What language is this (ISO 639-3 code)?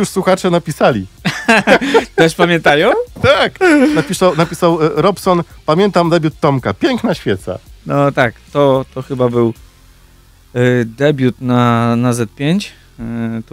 pol